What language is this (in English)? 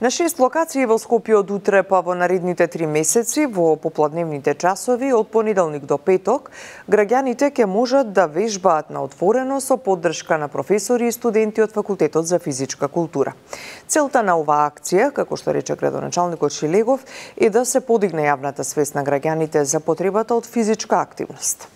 Macedonian